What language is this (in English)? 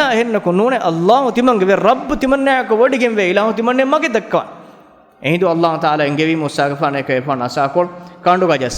Divehi